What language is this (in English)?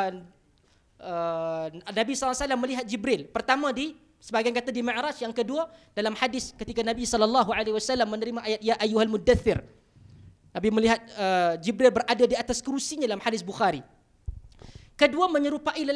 Malay